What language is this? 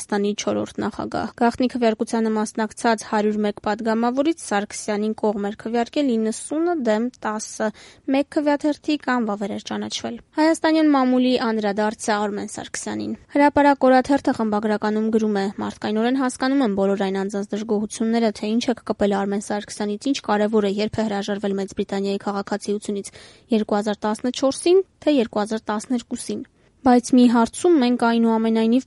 Armenian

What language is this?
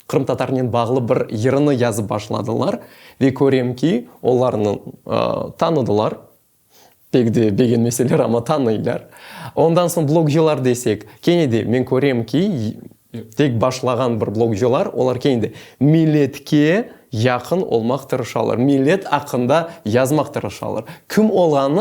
Crimean Tatar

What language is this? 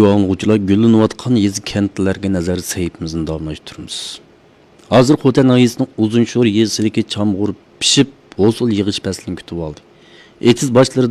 Uyghur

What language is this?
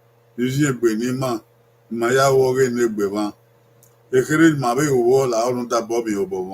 Bini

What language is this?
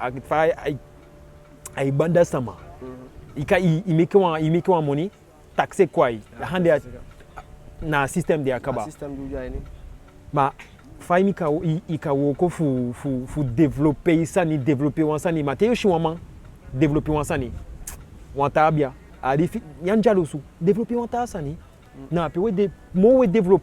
Eastern Maroon Creole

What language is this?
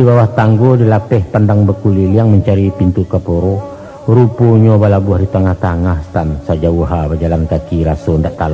Minangkabau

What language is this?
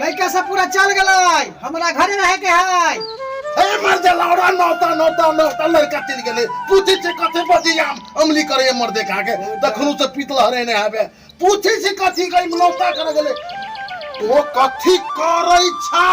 Maithili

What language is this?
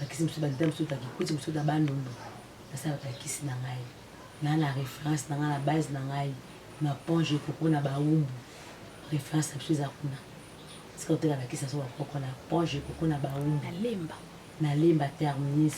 Lingala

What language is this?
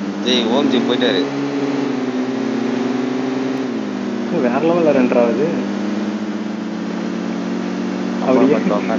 Tamil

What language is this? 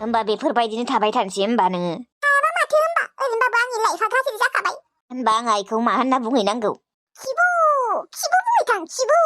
Bodo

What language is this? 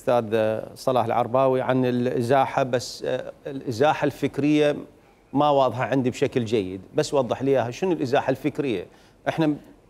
Mesopotamian Arabic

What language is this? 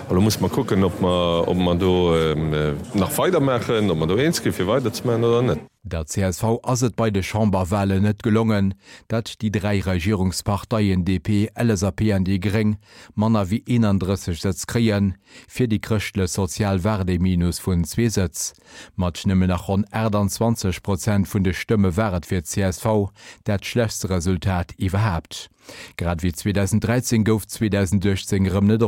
Luxembourgish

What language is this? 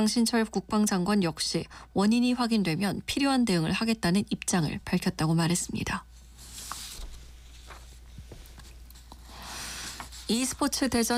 Korean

